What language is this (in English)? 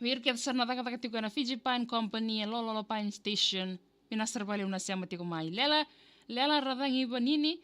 Fijian